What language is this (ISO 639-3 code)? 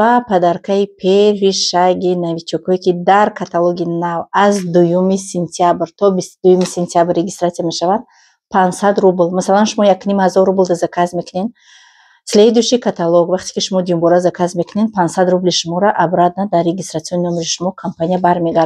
tgk